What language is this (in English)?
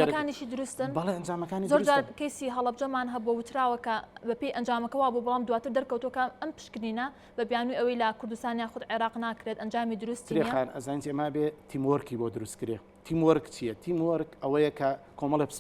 Central Kurdish